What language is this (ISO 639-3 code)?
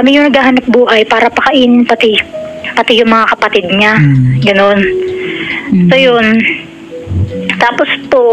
fil